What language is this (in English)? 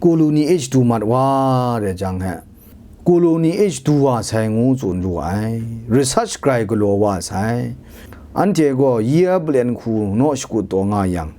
Kachin